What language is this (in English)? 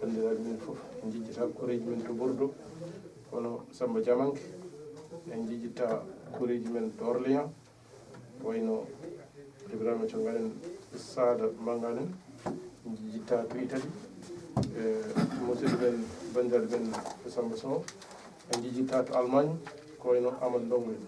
Fula